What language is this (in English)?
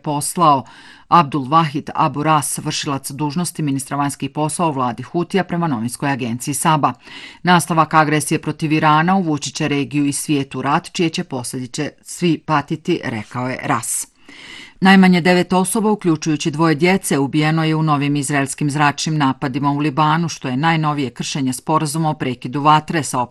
Bosnian